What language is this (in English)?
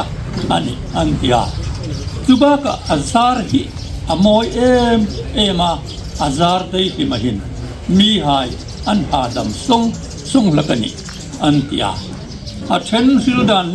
Hmar